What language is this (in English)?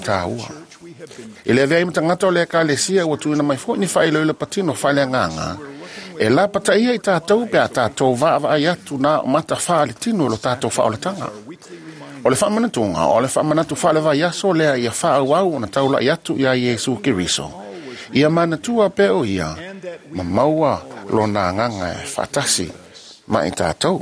Samoan